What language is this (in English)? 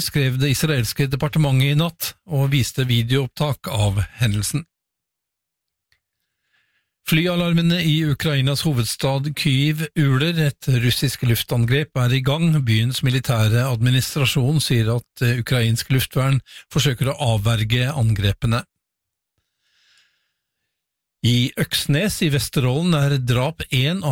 Norwegian